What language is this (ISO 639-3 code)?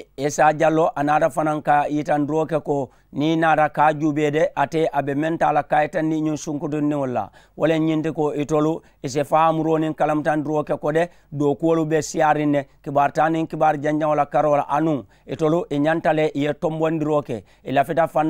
man